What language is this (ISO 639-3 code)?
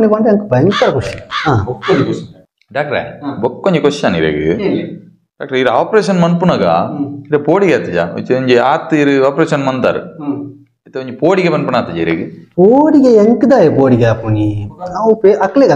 tcy